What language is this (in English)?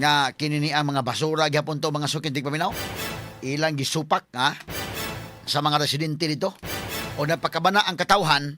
Cebuano